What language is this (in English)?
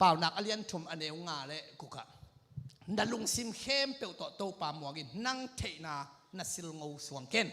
Tedim Chin